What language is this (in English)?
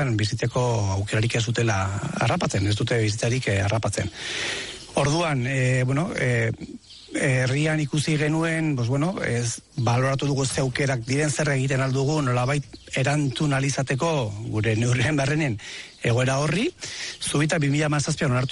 Basque